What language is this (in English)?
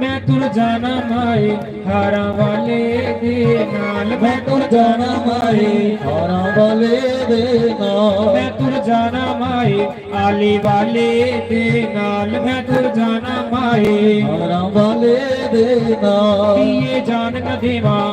Dogri